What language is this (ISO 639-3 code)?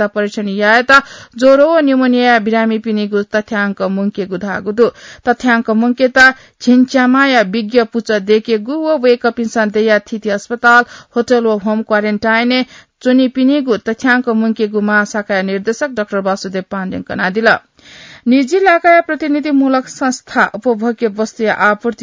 new